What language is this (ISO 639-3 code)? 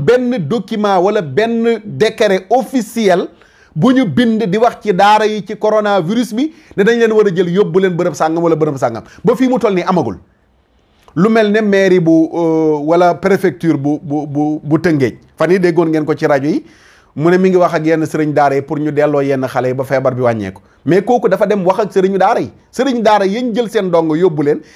wol